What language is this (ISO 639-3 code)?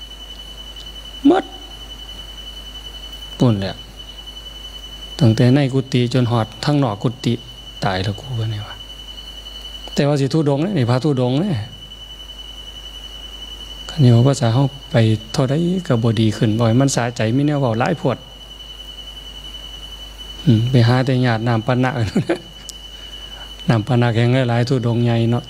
tha